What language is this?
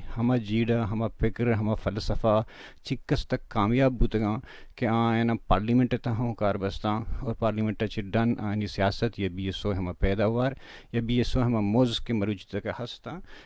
Baluchi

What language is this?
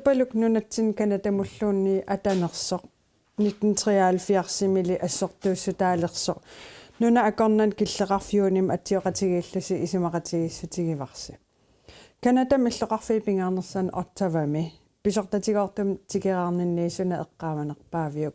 Kalaallisut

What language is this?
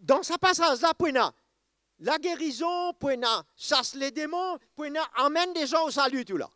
Morisyen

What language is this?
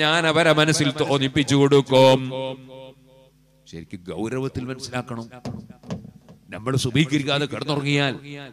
Malayalam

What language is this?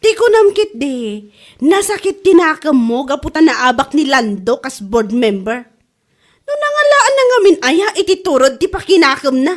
Iloko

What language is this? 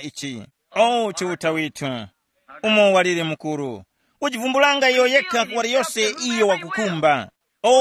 Tumbuka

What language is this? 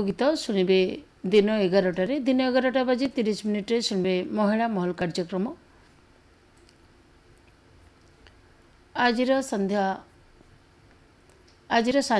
Odia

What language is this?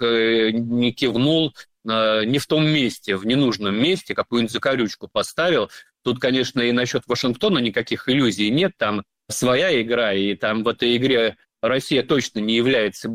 Russian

